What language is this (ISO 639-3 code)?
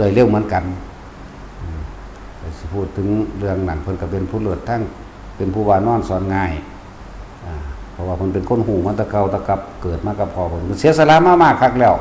lao